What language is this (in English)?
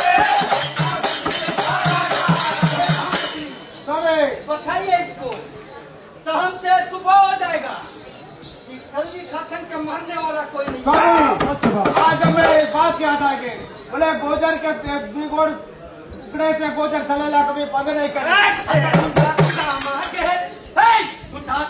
Hindi